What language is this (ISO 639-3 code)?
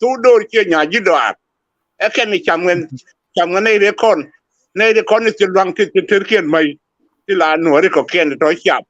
nus